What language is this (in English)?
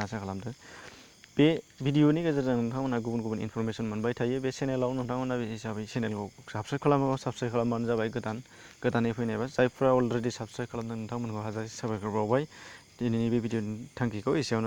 Bodo